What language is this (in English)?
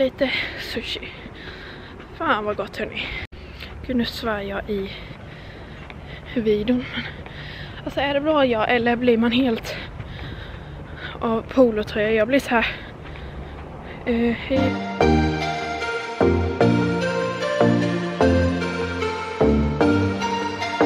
Swedish